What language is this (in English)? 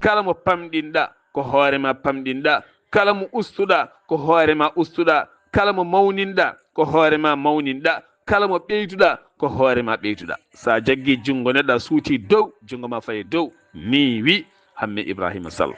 Fula